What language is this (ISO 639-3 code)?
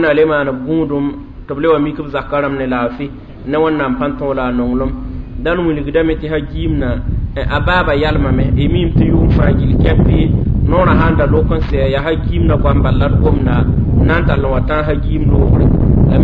mos